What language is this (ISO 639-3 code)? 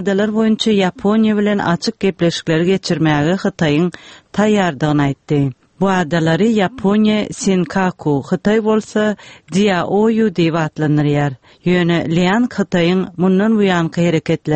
tuk